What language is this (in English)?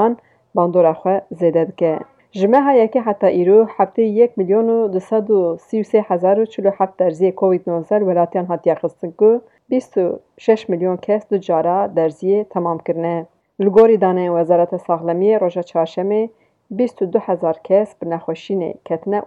Kurdish